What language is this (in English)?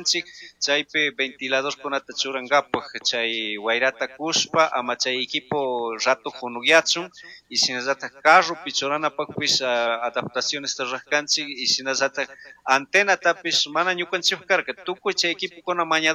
Chimborazo Highland Quichua